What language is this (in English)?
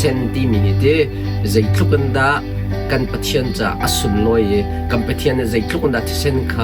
Hakha Chin